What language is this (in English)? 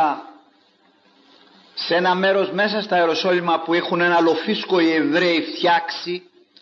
Greek